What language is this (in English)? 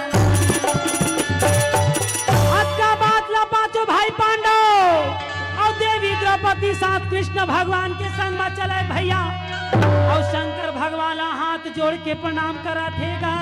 Chhattisgarhi